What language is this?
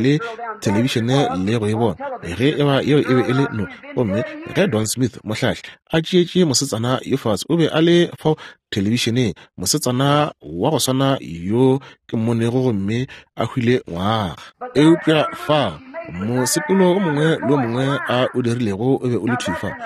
Northern Sotho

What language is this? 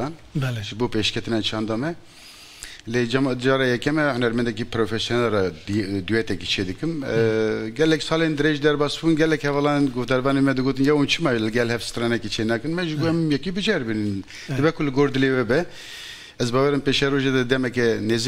Kurdish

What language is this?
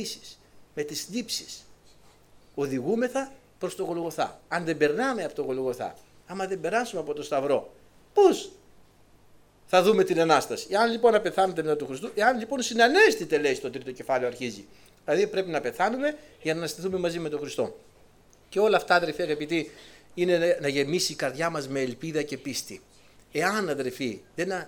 Greek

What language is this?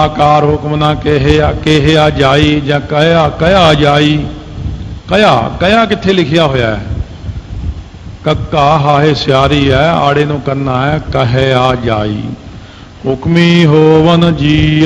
Punjabi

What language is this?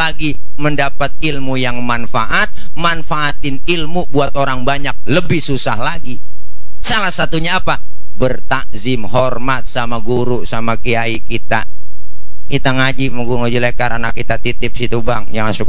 Betawi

